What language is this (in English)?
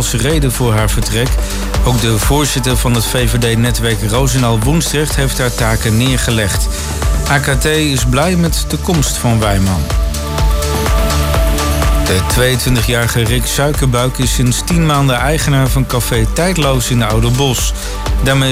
Dutch